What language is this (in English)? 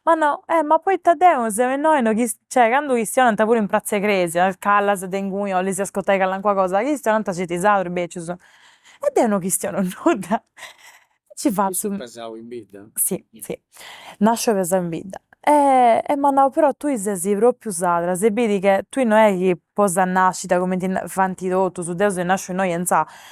Sardinian